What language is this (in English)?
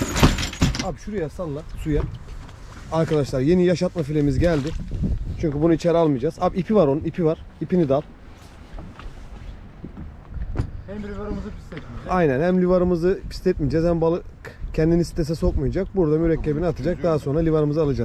Turkish